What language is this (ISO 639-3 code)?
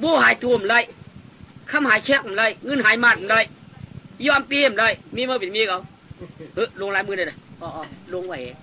shn